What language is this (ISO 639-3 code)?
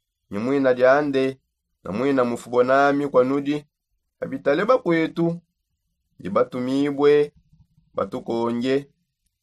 sop